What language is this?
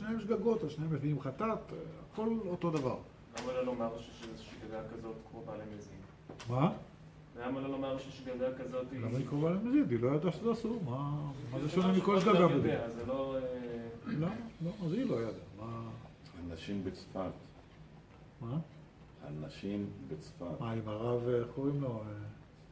Hebrew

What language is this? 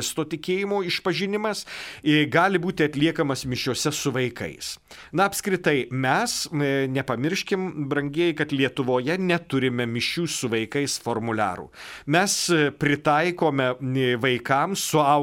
Lithuanian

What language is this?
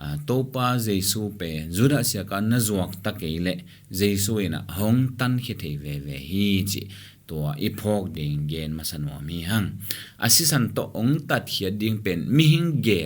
Tedim Chin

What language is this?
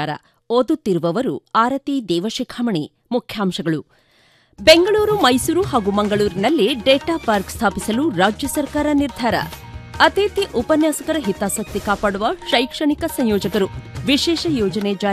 Kannada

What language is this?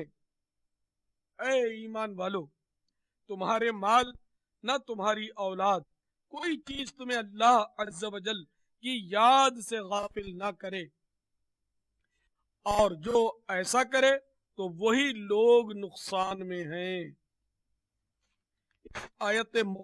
Urdu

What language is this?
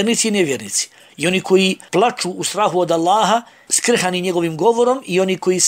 Bosnian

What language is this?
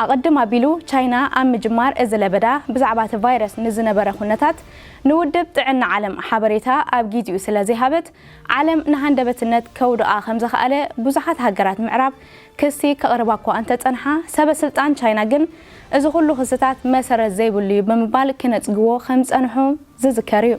Tigrinya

